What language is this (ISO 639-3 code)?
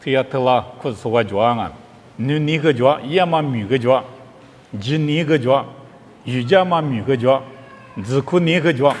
lis